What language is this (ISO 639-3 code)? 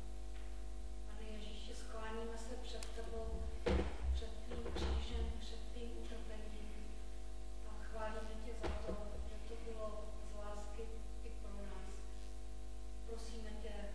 ces